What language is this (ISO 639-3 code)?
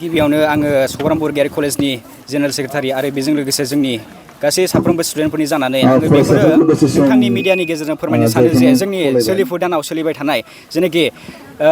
brx